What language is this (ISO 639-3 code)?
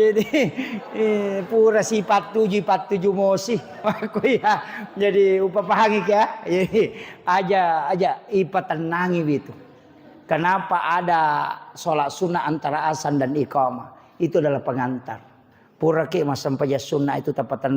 bug